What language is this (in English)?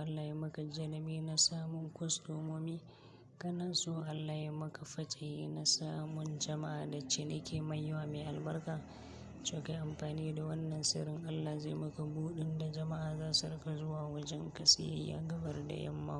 Hausa